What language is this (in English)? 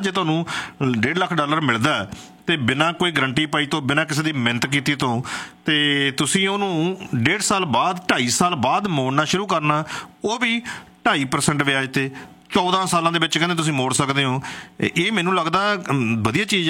Punjabi